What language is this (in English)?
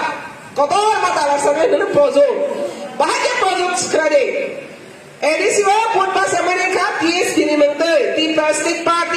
Kok Borok